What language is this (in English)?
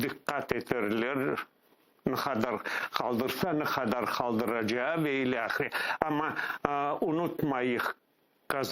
Crimean Tatar